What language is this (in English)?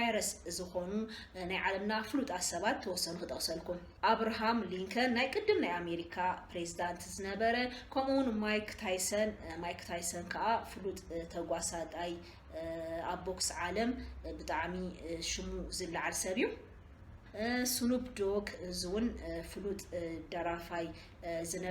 Tigrinya